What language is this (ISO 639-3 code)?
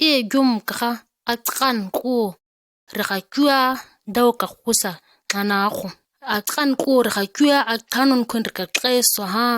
gnk